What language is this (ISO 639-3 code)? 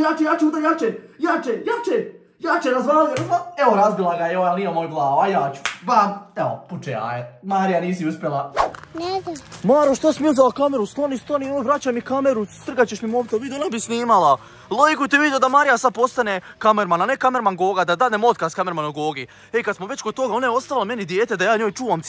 hrv